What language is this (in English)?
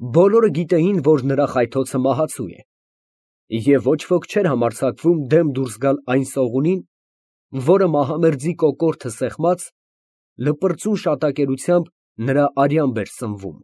Armenian